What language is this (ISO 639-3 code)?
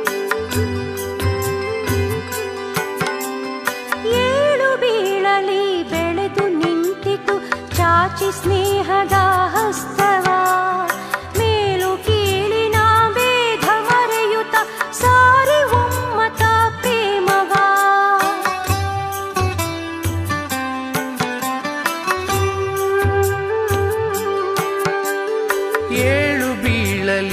kan